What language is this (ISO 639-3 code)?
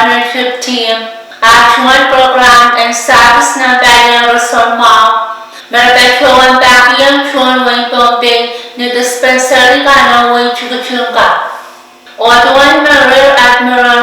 pon